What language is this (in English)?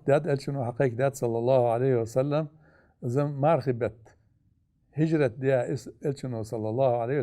Ingush